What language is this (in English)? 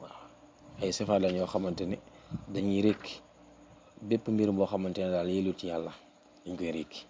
Wolof